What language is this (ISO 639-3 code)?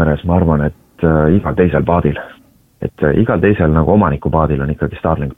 est